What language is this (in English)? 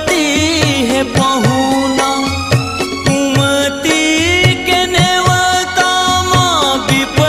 Chhattisgarhi